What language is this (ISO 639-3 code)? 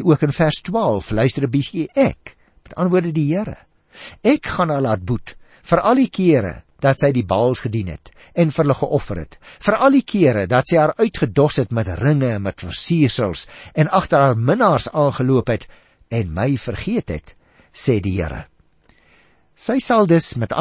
afr